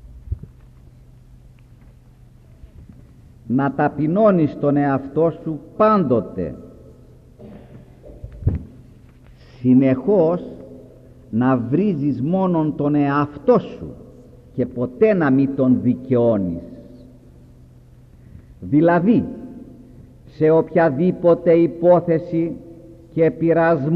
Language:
Greek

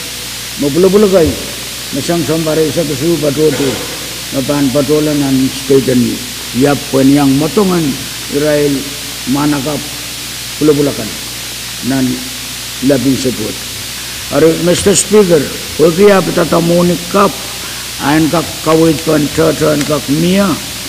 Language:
Pohnpeian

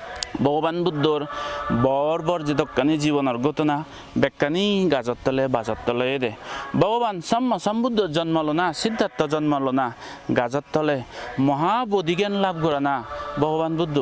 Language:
Chakma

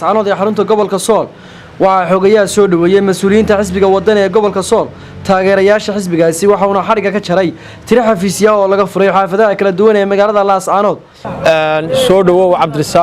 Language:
Somali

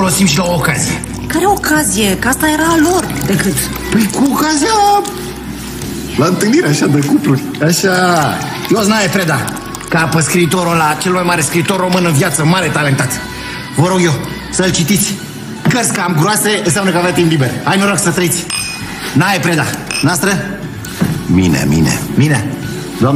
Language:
Romanian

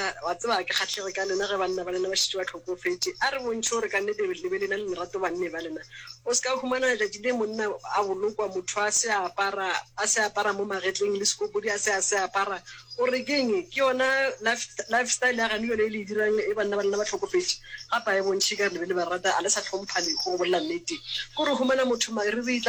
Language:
Northern Sotho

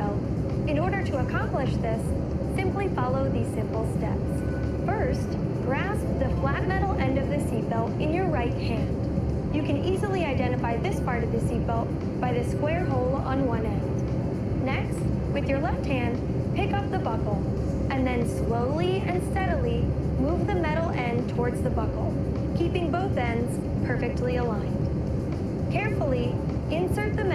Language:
English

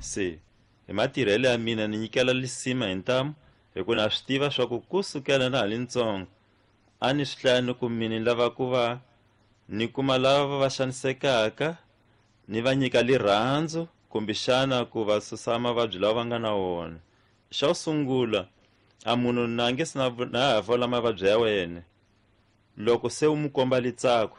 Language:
Tsonga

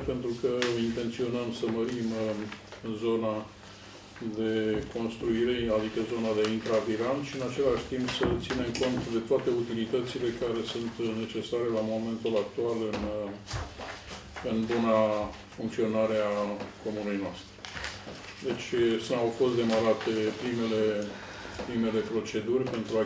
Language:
Romanian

